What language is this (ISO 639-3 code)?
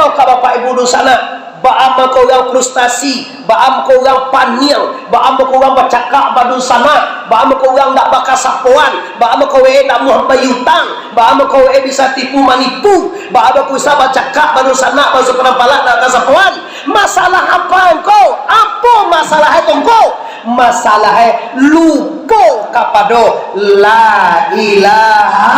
min